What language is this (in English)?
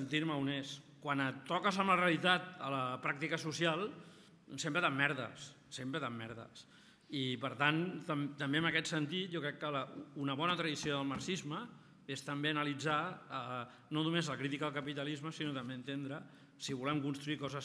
Catalan